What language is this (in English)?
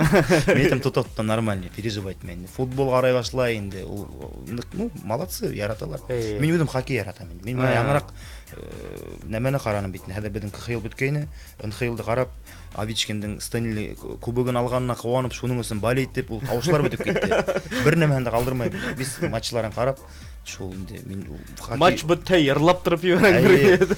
Bashkir